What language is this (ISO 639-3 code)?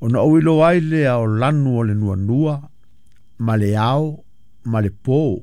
smo